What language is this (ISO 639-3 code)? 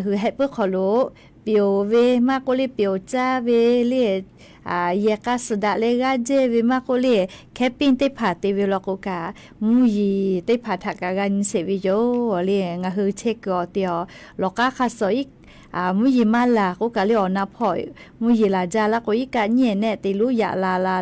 lhu